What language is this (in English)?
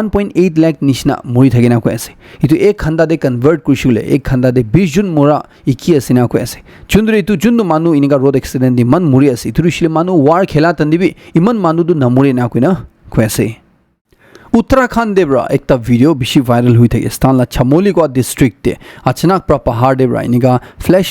Naga Pidgin